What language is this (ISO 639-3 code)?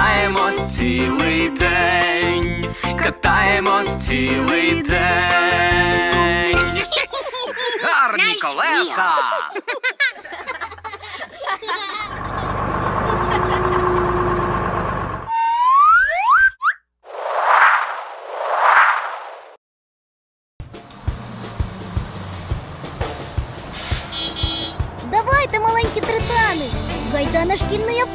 ukr